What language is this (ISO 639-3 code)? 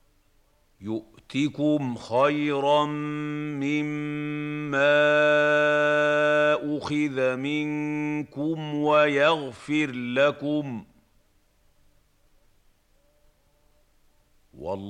ara